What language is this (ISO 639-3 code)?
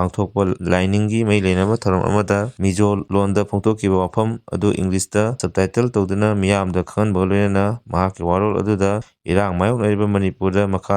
mni